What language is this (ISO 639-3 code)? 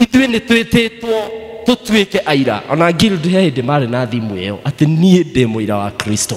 kik